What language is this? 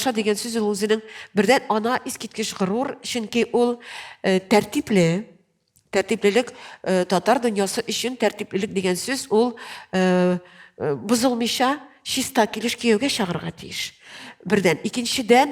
Tatar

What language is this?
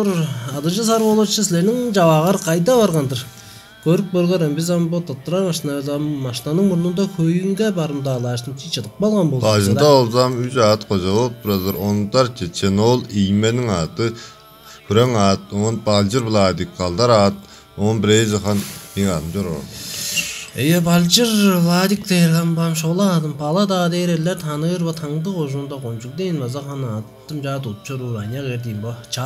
Tuvinian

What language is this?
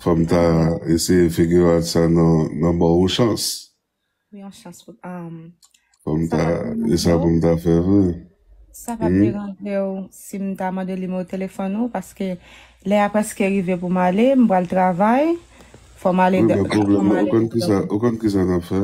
Haitian Creole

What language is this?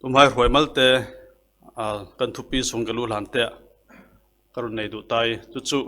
Falam Chin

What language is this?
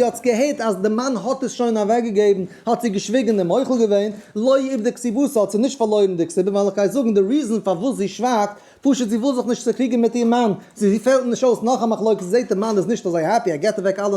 Yiddish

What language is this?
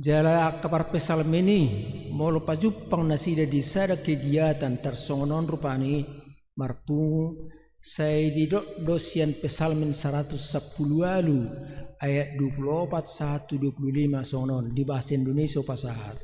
Batak Toba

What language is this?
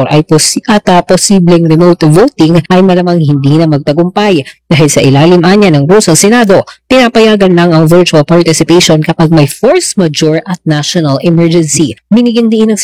Filipino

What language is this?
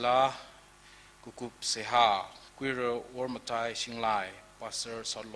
Tangkhul Naga (India)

